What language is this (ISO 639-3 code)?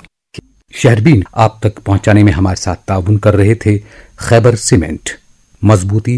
urd